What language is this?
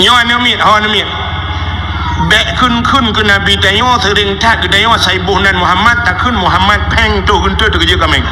Achinese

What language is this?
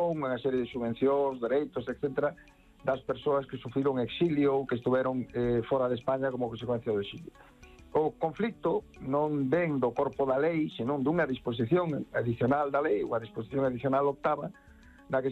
Galician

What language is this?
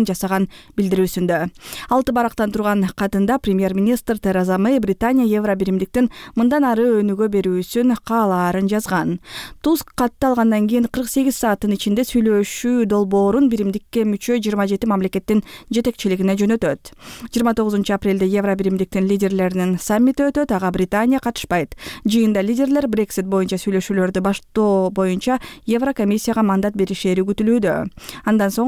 Kyrgyz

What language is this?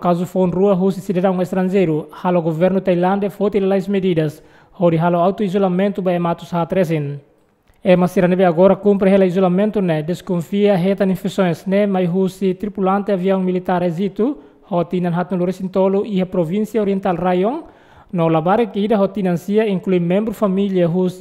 Tetum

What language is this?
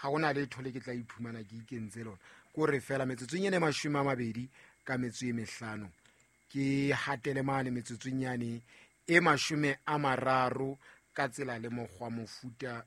Southern Sotho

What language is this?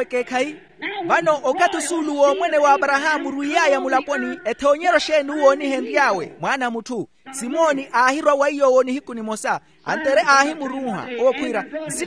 Makhuwa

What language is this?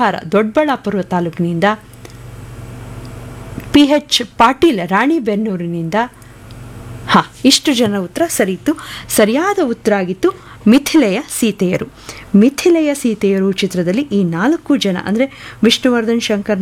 Kannada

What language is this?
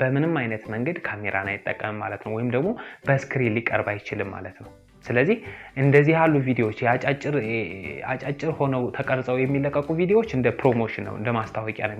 Amharic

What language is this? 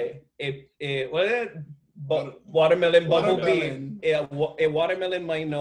Hawaiian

